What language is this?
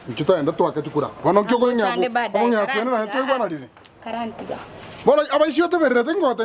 Gusii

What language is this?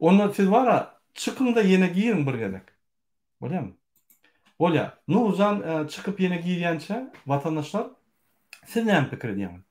Turkmen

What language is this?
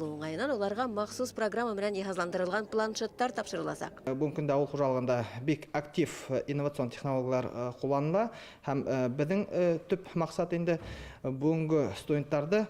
Bashkir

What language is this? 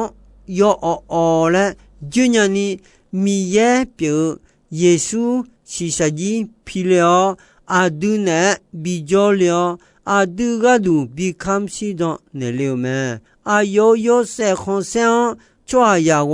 Akha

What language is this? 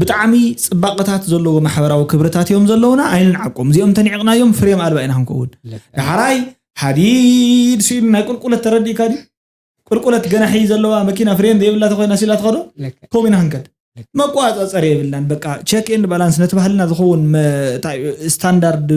Tigrinya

